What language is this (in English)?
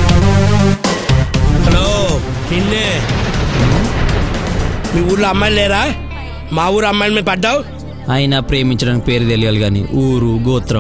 Telugu